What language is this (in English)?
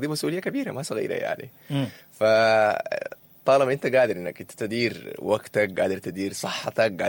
Sudanese Arabic